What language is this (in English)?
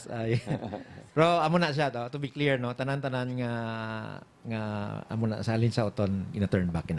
Hiligaynon